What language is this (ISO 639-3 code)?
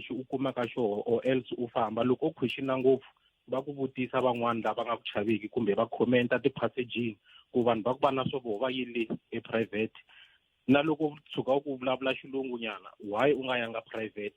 tso